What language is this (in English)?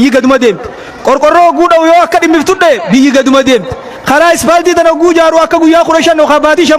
Oromo